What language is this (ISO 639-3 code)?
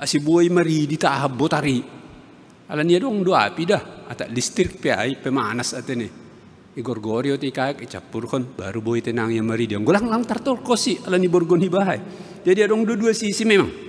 bts